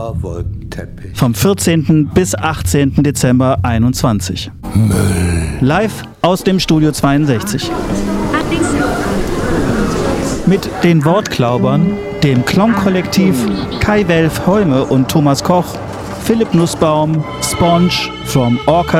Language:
German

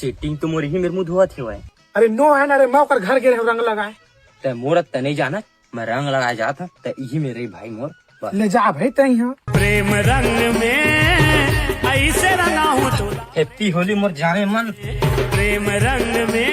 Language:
Chhattisgarhi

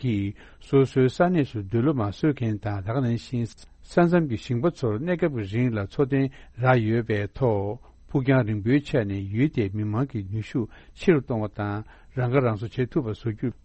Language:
Tibetan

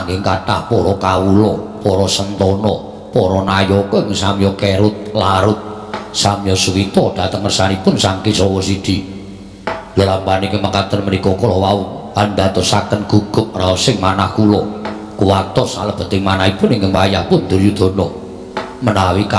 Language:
Javanese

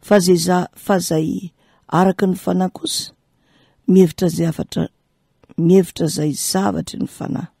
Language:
Malagasy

